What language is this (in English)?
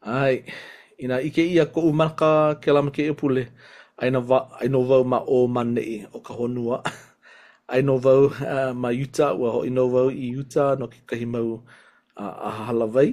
Hawaiian